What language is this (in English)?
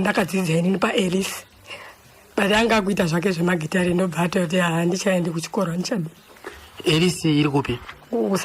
Shona